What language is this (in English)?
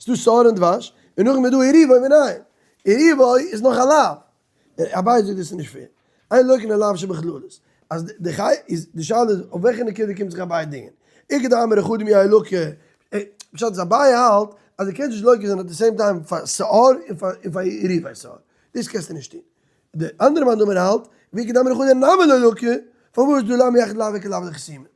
Yiddish